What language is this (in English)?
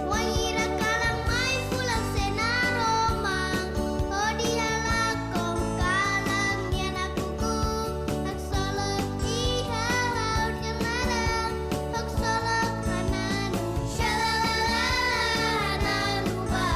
Tetum